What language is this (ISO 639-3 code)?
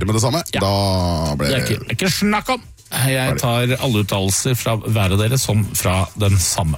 nor